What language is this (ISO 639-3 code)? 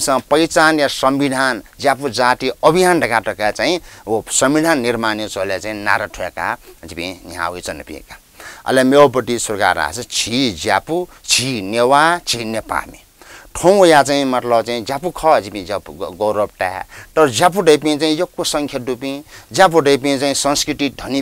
new